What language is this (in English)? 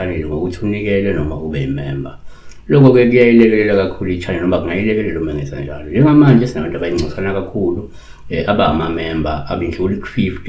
Zulu